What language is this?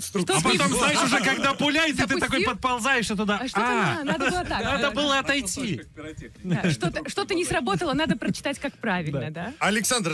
Russian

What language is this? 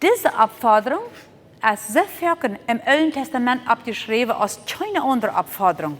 Plautdietsch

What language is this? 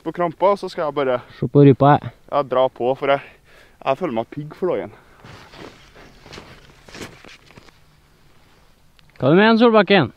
Norwegian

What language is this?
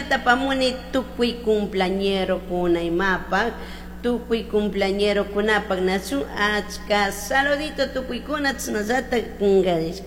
Chimborazo Highland Quichua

